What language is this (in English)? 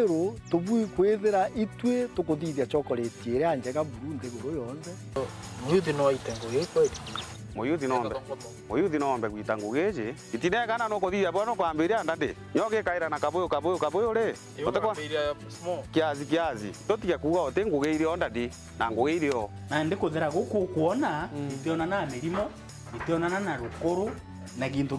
Meru